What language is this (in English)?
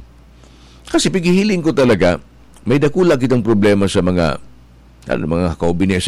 Bikol